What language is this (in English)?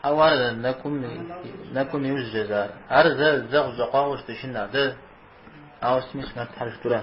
Kabardian